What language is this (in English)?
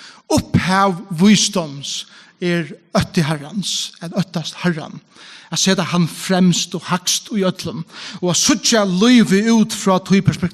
Faroese